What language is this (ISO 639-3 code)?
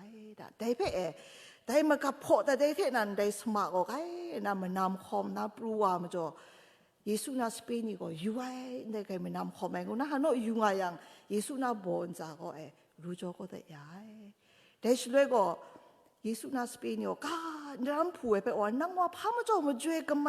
kac